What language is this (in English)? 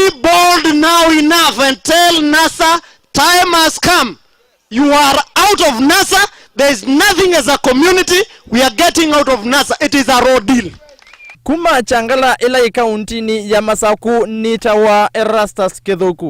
Kamba